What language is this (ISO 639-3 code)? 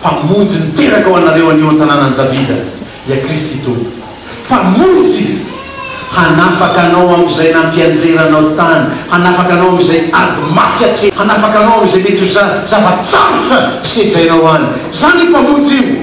mlg